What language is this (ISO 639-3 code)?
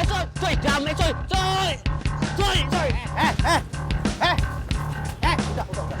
bew